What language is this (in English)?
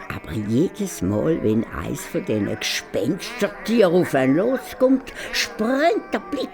Swiss German